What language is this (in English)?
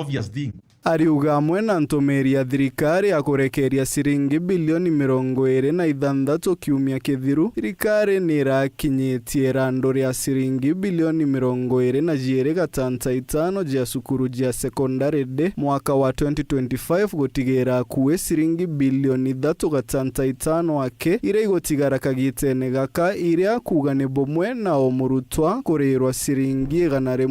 Meru